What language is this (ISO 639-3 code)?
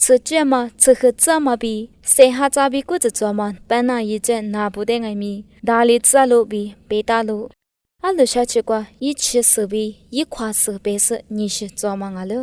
lis